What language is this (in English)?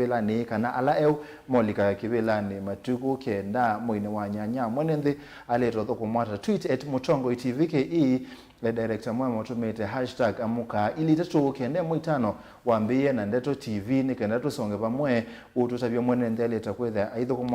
Kamba